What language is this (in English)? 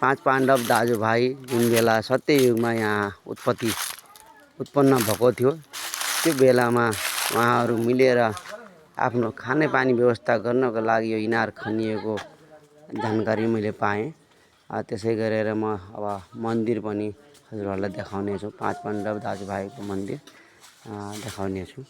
Nepali